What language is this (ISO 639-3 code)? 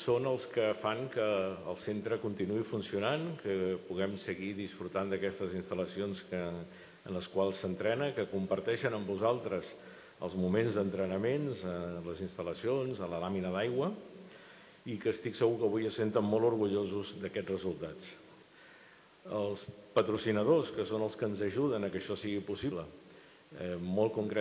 cat